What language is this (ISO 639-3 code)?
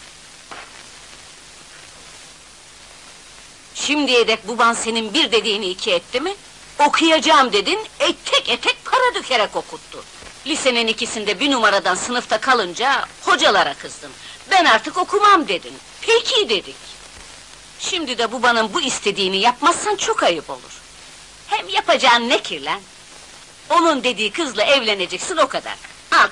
tur